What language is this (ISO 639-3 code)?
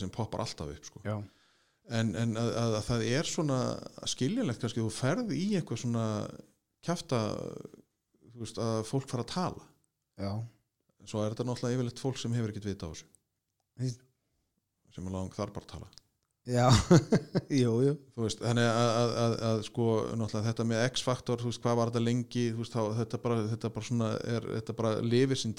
isl